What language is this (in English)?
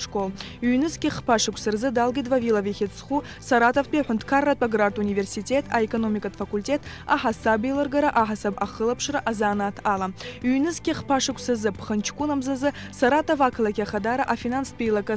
Abkhazian